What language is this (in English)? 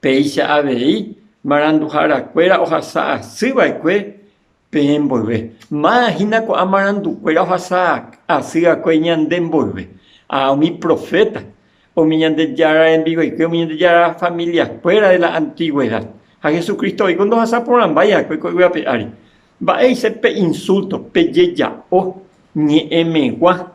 Guarani